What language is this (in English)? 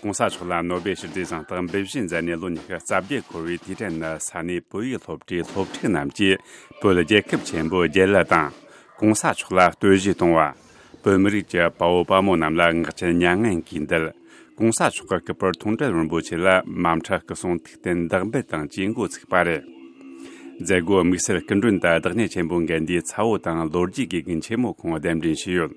Tibetan